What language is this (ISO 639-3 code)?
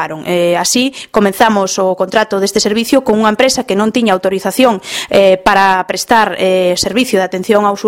glg